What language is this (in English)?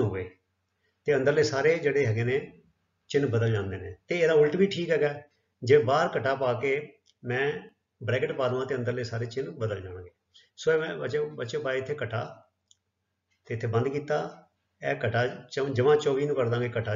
Punjabi